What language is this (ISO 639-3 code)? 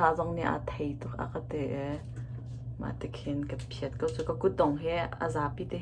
cnh